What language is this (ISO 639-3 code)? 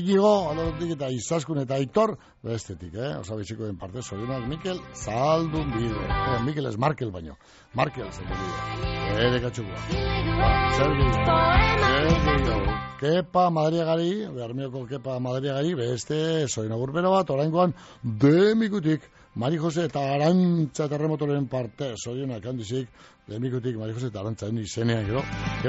eus